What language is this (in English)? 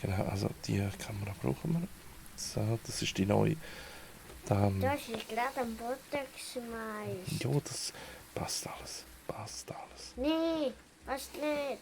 Swiss German